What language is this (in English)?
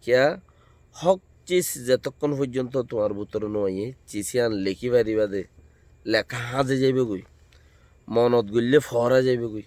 Rohingya